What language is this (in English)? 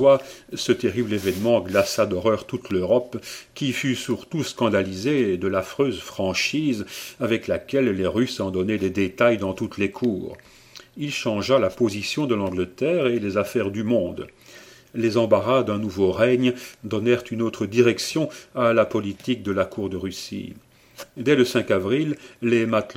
French